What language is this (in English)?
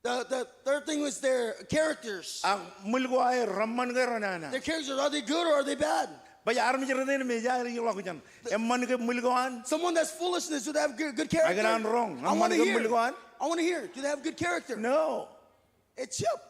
Marshallese